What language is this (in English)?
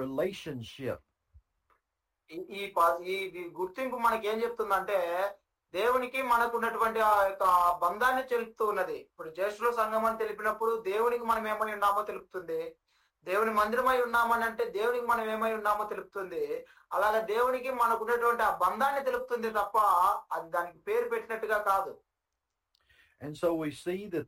Telugu